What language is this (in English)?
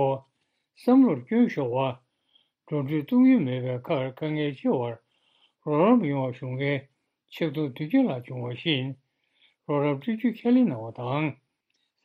Tibetan